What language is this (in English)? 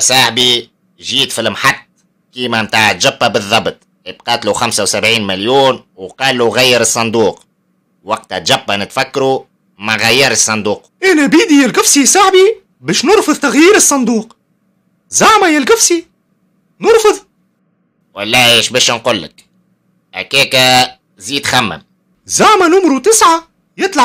Tunisian Arabic